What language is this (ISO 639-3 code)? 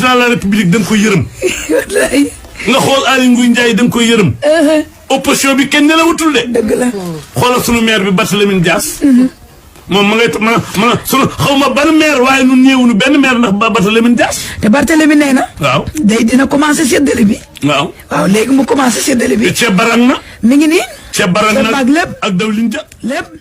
wol